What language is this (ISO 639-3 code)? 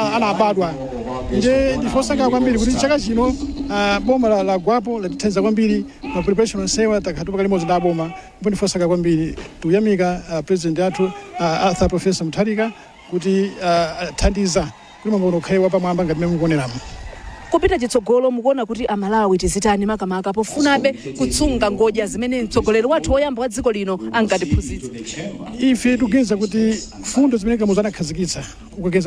nya